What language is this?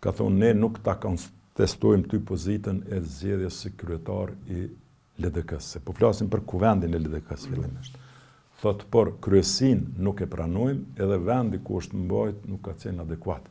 Albanian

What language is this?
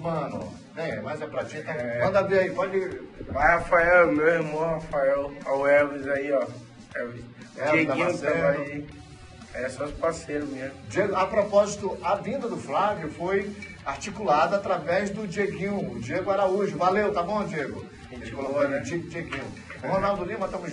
Portuguese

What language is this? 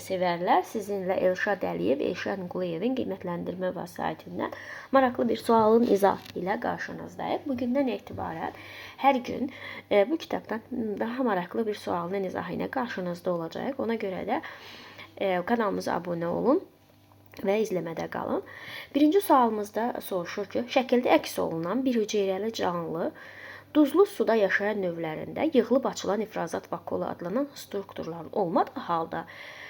Azerbaijani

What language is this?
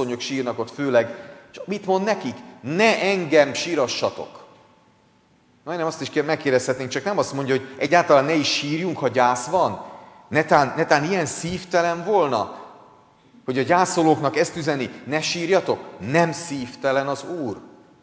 Hungarian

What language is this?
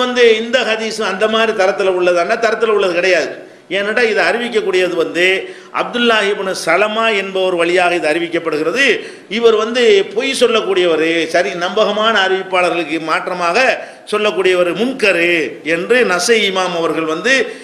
Tamil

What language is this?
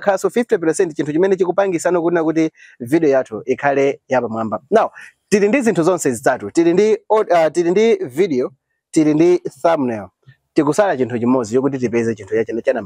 Nyanja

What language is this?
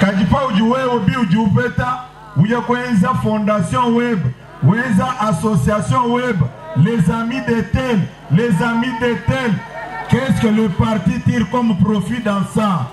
Luba-Lulua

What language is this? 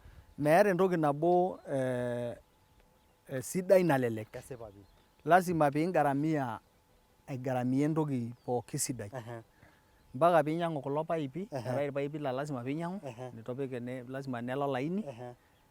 Masai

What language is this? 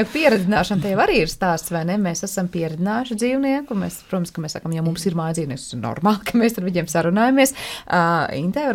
Latvian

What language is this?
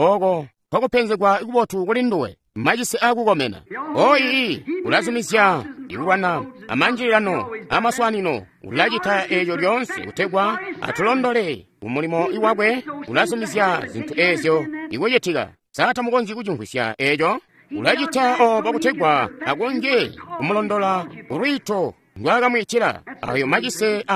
Tonga (Zambia)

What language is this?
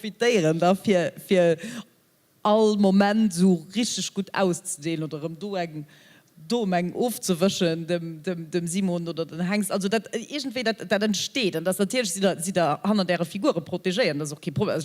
Luxembourgish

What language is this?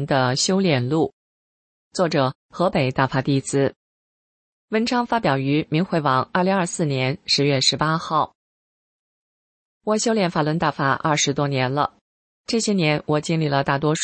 Chinese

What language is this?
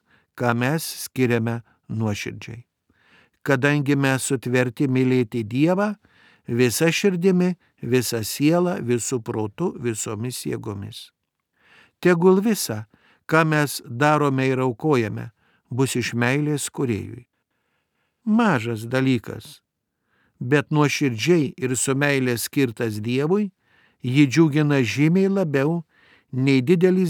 Lithuanian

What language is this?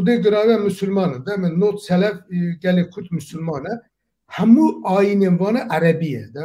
Kurdish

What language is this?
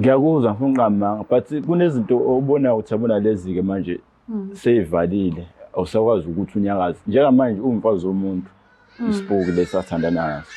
Zulu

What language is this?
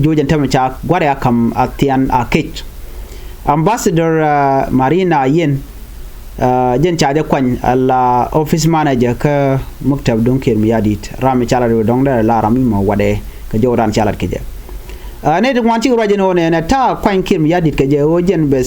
Nuer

